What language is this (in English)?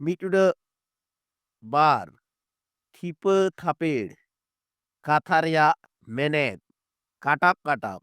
Santali